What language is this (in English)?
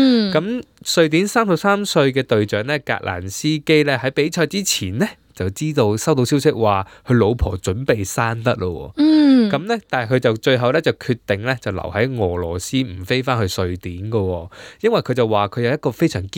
Cantonese